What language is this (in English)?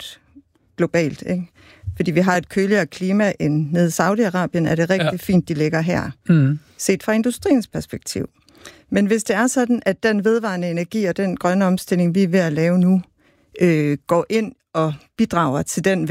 Danish